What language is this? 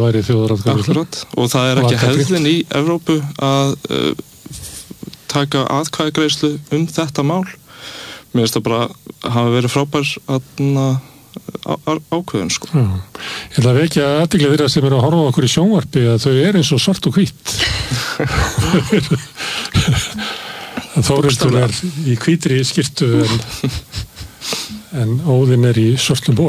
Icelandic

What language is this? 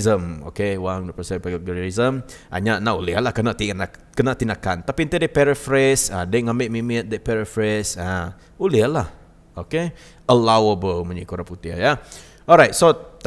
Iban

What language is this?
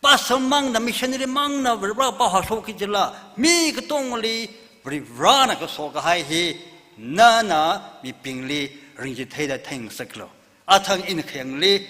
Tangkhul Naga (India)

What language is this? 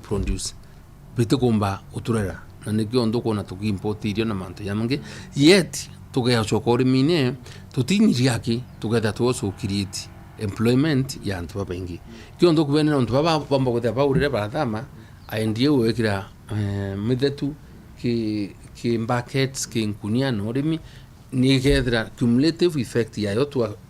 Meru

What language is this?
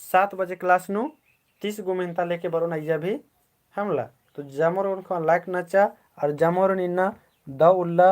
Kurukh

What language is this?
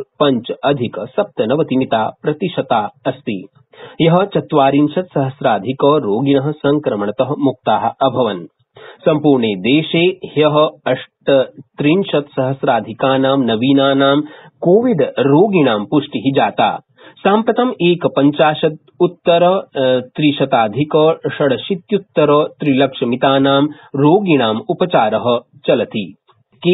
Sanskrit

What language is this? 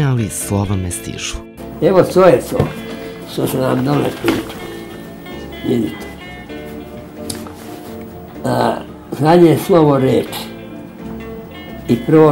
Serbian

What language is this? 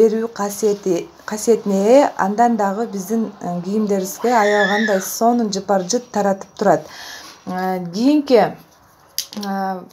Kyrgyz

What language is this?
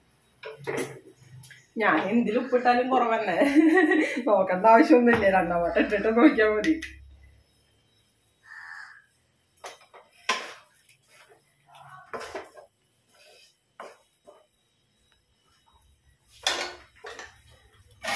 Malayalam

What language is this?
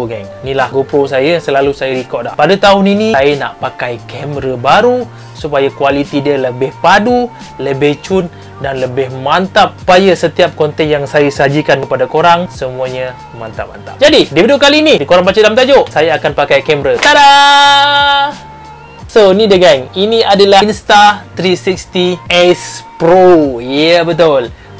Malay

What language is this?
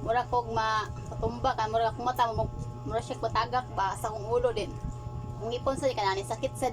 Cebuano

